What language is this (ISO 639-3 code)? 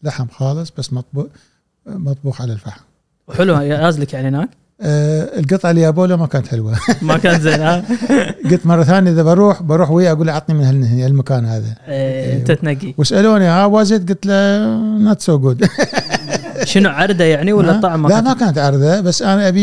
afb